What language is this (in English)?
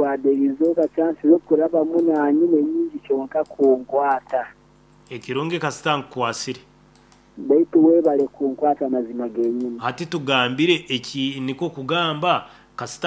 Nyankole